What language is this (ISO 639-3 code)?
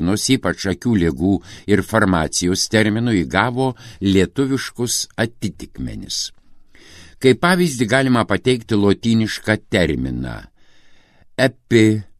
lit